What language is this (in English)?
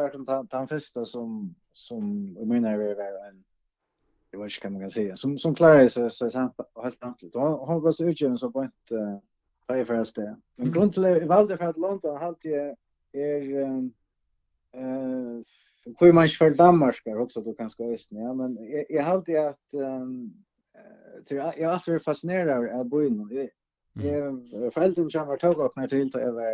Faroese